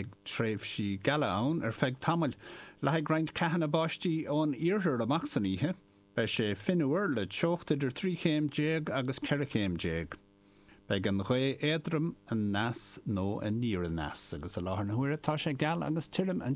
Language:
Irish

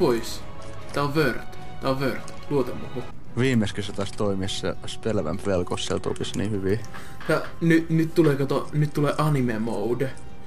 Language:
Finnish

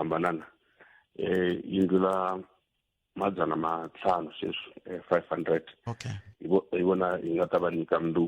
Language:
Tsonga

